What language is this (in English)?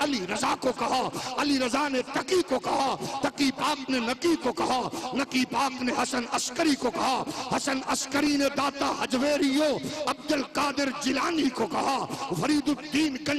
Urdu